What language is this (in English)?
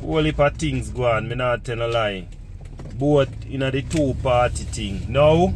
Jamaican Creole English